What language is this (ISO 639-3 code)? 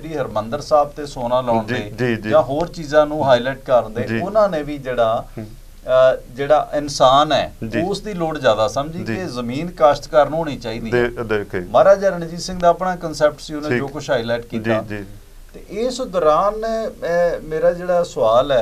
pan